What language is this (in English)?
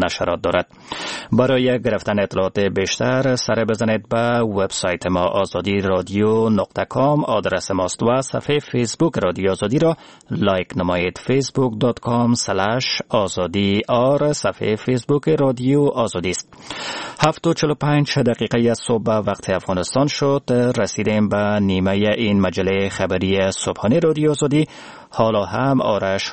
Persian